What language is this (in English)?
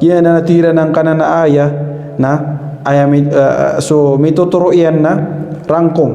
Maranao